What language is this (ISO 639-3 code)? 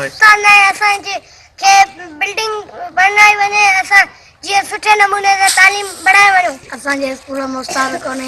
snd